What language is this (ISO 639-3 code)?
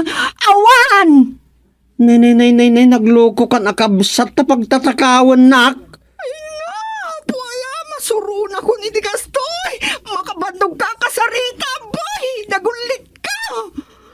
ilo